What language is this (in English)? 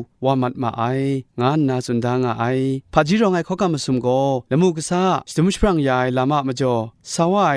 Kachin